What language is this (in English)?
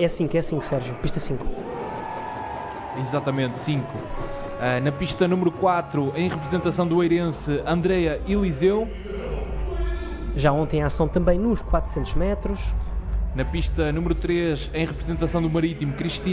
Portuguese